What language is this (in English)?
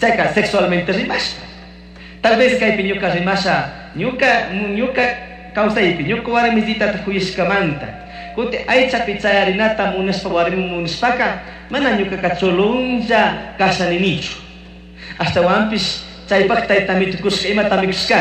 Chimborazo Highland Quichua